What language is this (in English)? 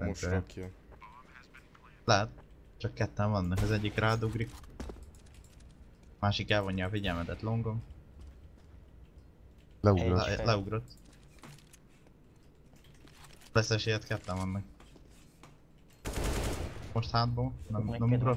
Hungarian